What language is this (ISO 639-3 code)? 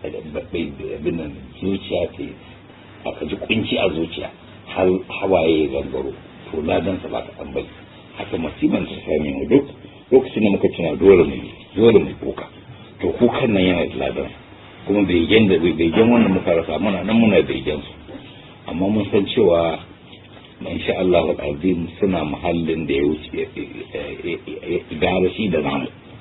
hau